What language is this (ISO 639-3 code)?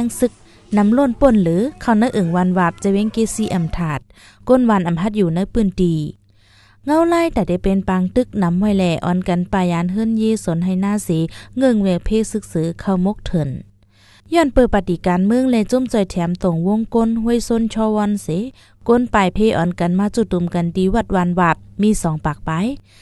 shn